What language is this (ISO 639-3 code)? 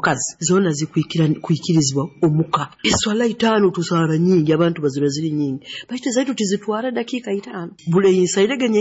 nyo